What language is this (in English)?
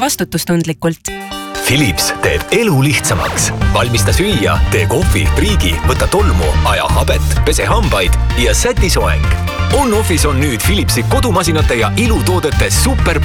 Estonian